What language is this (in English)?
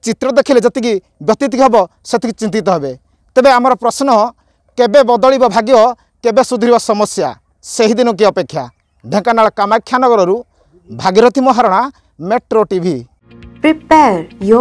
Odia